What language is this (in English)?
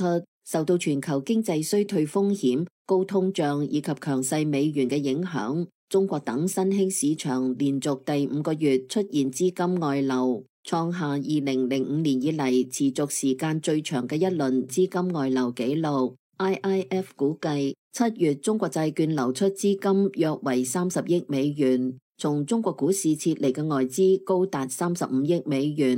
Cantonese